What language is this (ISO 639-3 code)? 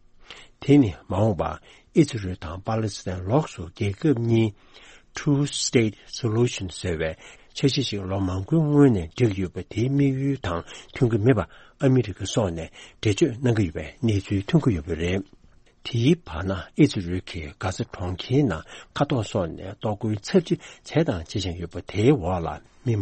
bod